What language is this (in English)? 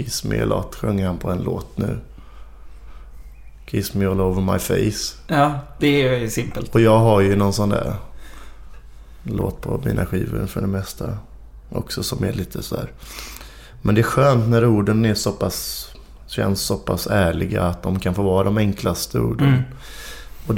Swedish